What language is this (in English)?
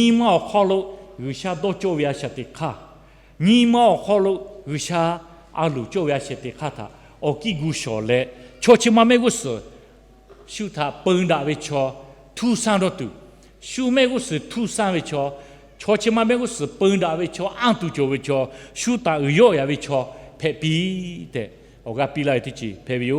Lahu